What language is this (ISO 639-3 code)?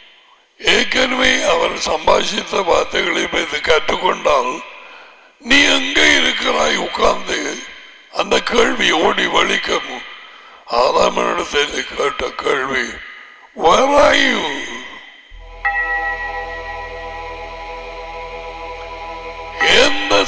tam